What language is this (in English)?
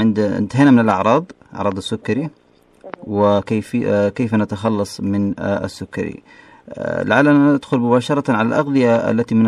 Najdi Arabic